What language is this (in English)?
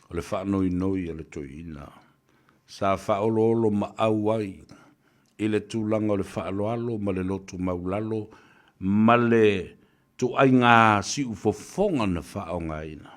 Samoan